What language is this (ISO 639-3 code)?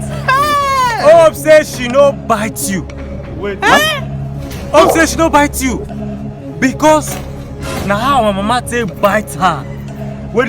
pcm